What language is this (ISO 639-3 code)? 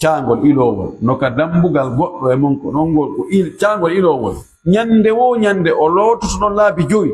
ful